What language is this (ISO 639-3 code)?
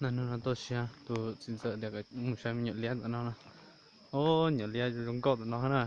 hmn